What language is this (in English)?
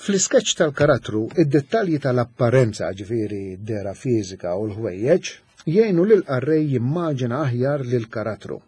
Maltese